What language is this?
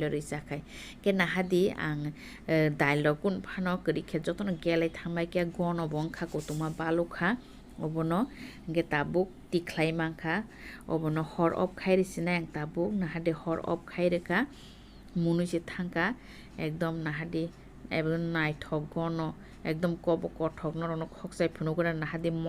Kok Borok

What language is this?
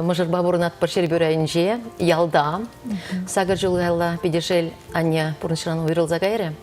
Chuvash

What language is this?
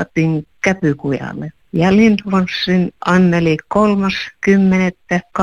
Finnish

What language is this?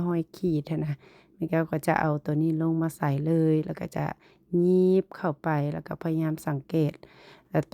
Lao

